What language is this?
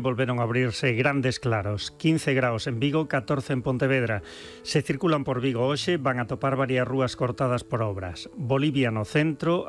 Galician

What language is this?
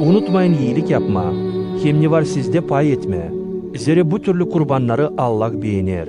Gagauz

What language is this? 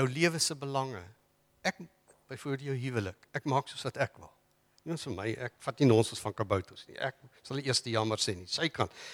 Afrikaans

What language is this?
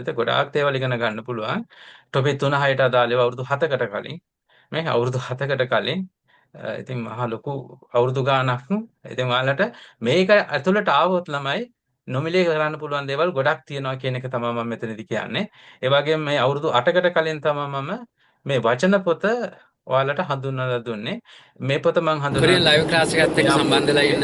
Sinhala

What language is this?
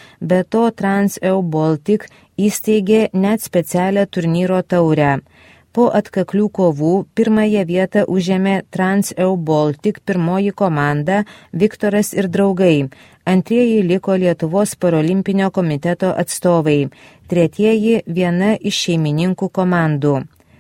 Lithuanian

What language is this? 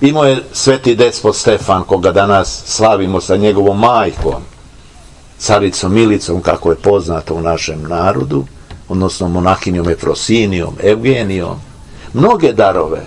Serbian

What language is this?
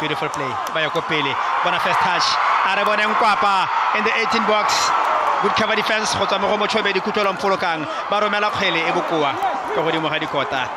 Tswana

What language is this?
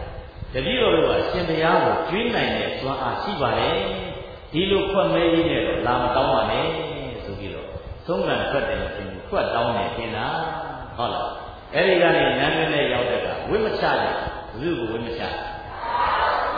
Burmese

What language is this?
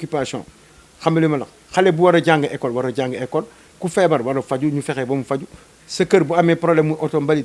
Wolof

